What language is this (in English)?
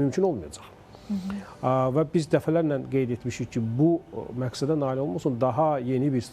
Azerbaijani